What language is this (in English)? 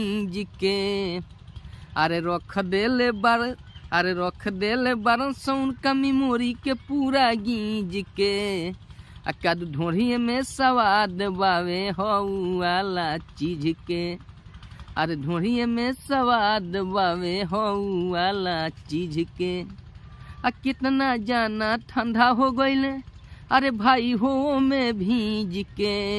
Bhojpuri